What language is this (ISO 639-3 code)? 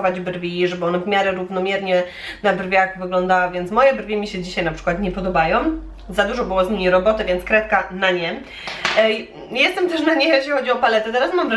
pol